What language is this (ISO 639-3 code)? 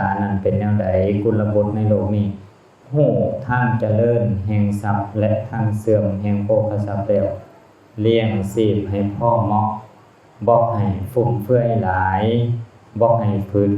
lao